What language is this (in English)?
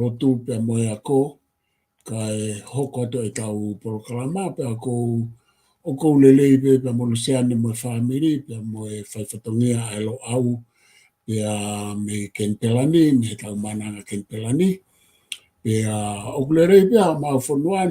Tongan